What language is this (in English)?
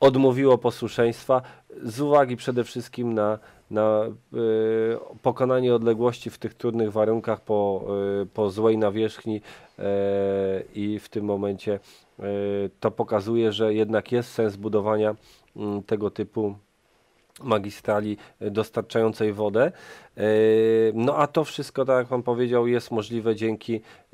Polish